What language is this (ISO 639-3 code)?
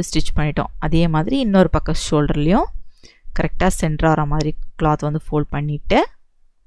tam